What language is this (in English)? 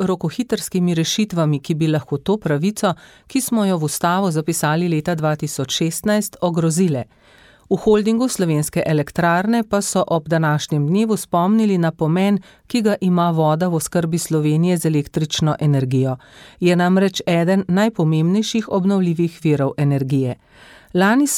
Slovenian